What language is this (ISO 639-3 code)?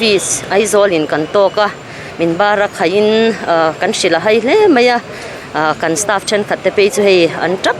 lus